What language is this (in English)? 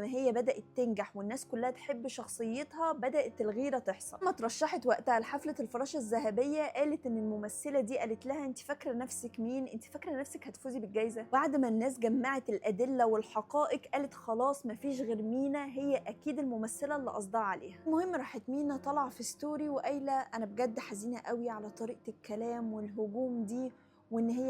Egyptian Arabic